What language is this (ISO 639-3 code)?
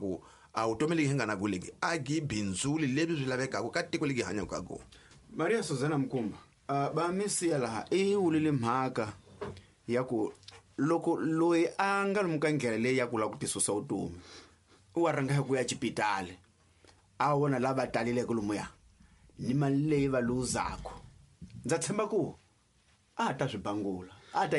tso